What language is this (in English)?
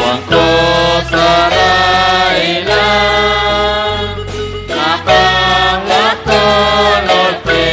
Kekchí